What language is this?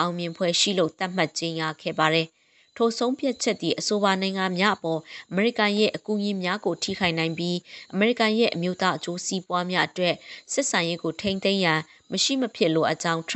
Burmese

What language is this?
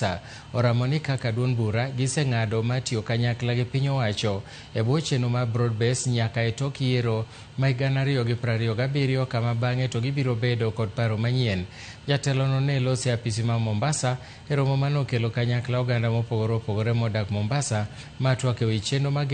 Luo (Kenya and Tanzania)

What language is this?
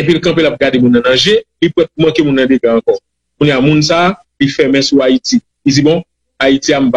Haitian Creole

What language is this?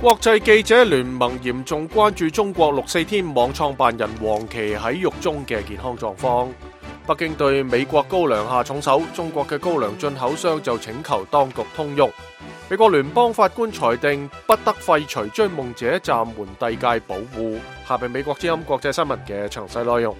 Cantonese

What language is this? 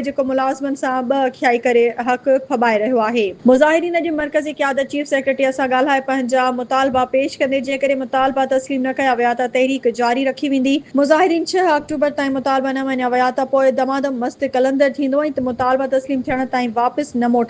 Sindhi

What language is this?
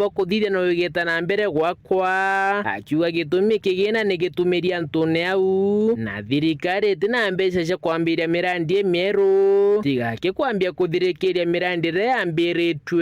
Meru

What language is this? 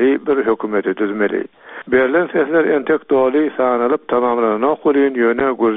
Turkmen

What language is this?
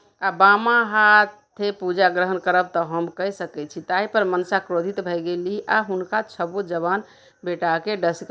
Maithili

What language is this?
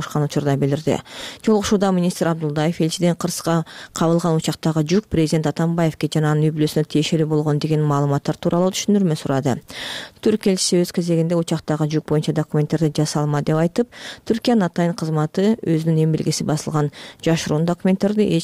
Kyrgyz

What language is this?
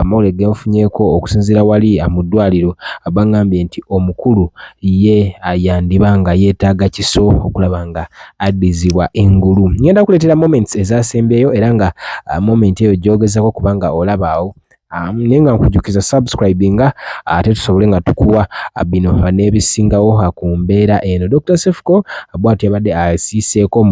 Ganda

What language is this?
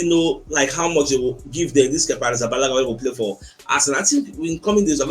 Nigerian Pidgin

